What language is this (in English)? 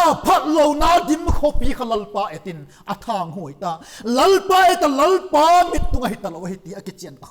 Vaiphei